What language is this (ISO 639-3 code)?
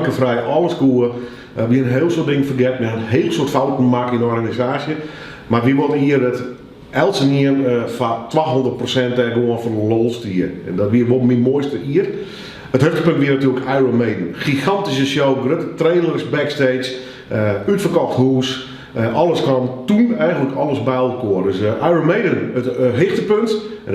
fry